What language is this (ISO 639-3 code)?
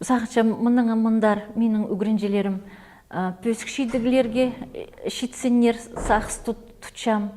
kjh